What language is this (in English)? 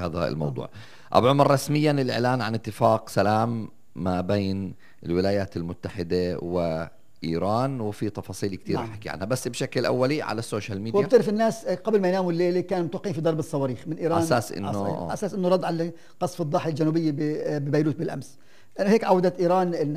North Levantine Arabic